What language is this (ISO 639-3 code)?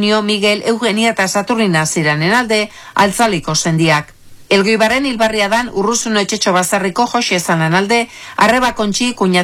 eus